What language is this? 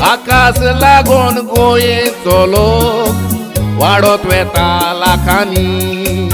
Konkani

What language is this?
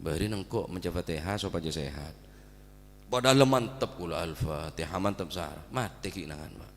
Madurese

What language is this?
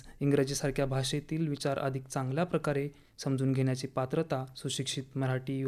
Marathi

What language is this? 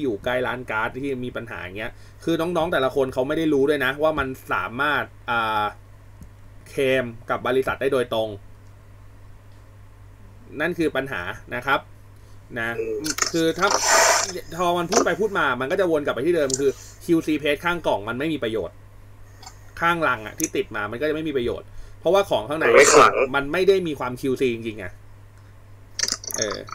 Thai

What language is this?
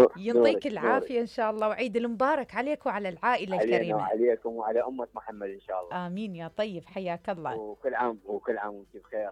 Mesopotamian Arabic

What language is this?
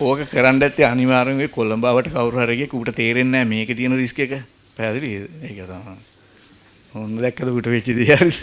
Sinhala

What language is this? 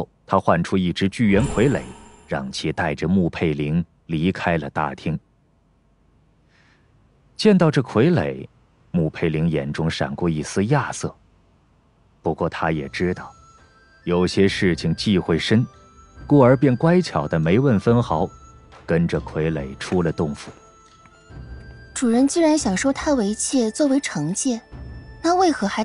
Chinese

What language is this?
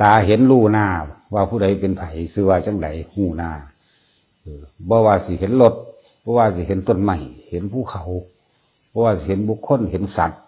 Northeastern Thai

